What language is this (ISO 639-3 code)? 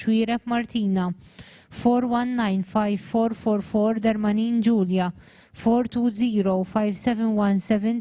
eng